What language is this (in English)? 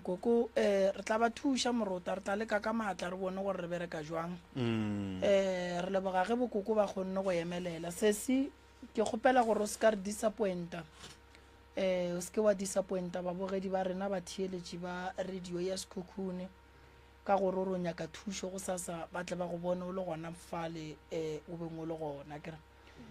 Northern Sotho